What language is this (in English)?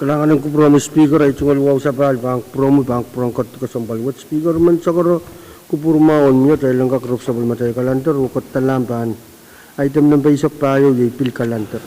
Pohnpeian